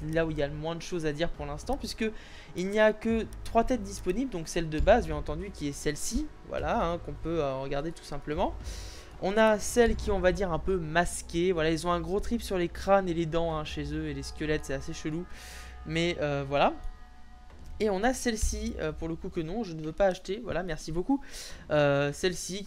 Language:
French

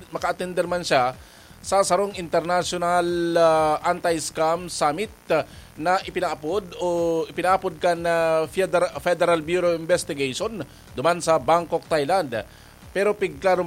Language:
Bikol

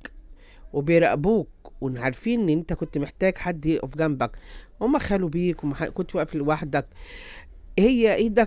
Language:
Egyptian Arabic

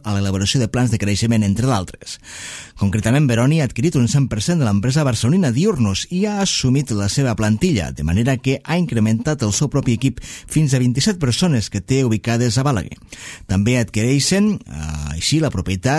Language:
Catalan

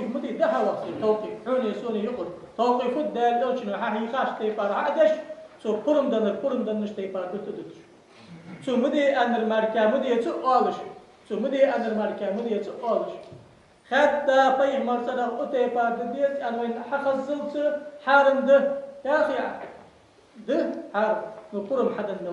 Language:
Ingush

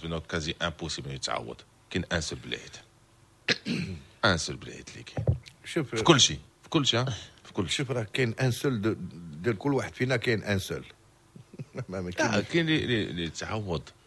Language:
Moroccan Arabic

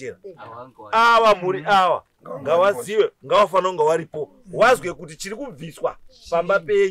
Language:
Shona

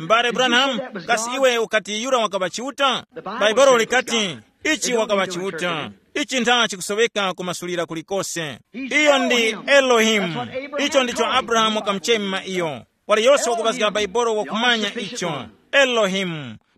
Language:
Tumbuka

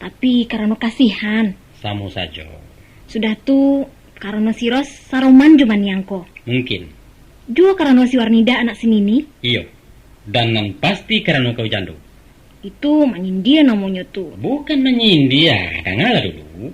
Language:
Minangkabau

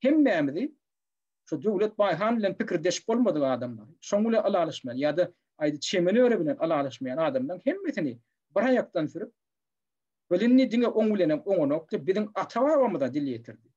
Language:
Turkmen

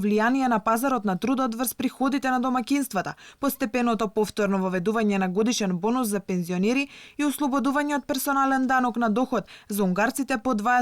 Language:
Macedonian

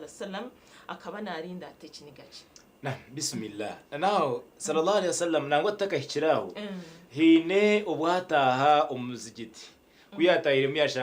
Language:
Nyankole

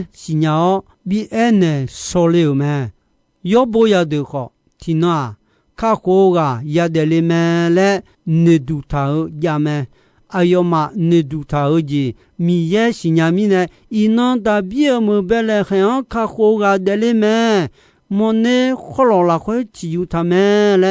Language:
Akha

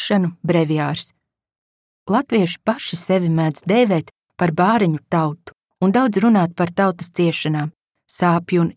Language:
Latvian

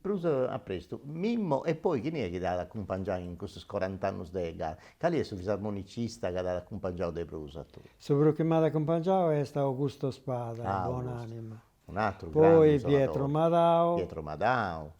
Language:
Sardinian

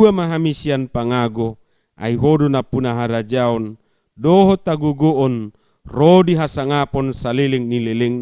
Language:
Batak Toba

